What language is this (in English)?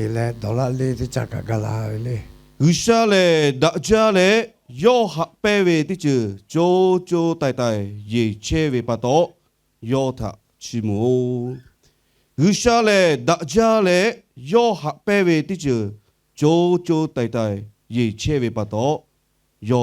Lahu